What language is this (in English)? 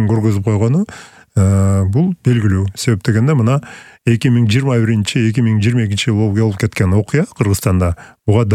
Kyrgyz